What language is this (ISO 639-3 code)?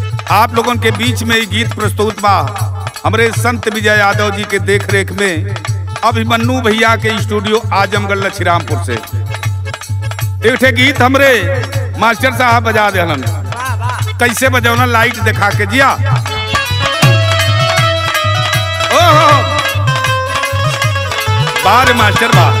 bho